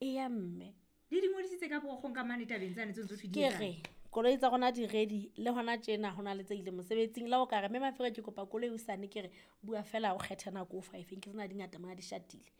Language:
Southern Sotho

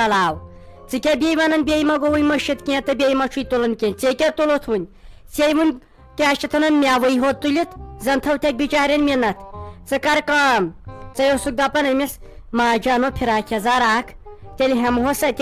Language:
Kashmiri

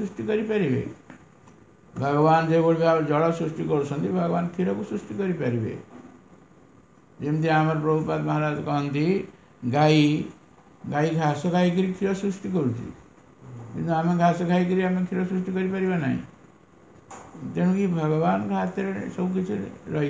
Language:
Odia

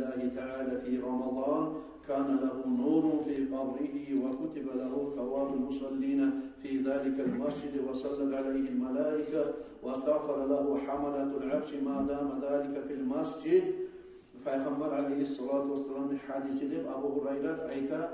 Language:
Kumyk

